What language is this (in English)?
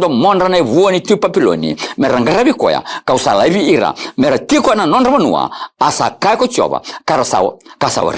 Fijian